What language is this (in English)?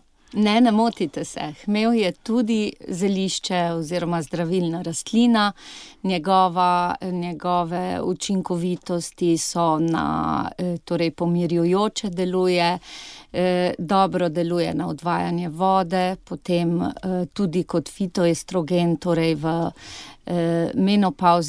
Slovenian